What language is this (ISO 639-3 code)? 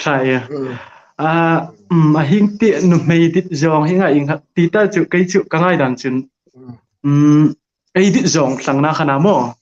hmr